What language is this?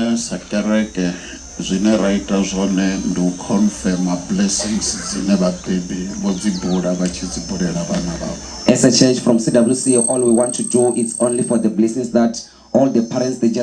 Venda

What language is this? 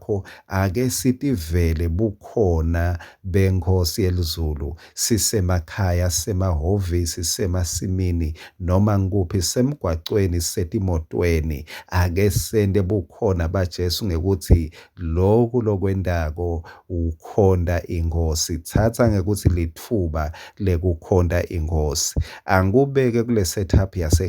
Swati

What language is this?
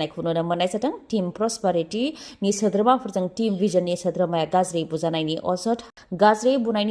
Bodo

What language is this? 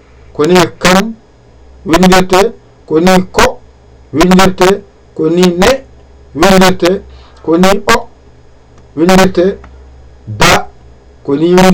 Fula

